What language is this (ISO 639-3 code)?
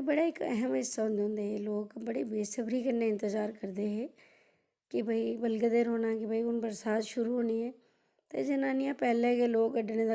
doi